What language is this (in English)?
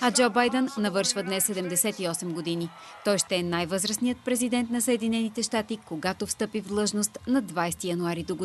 Bulgarian